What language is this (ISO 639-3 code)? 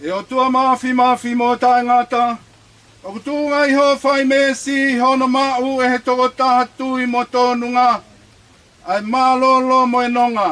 ton